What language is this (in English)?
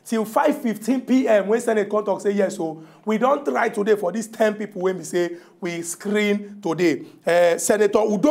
Nigerian Pidgin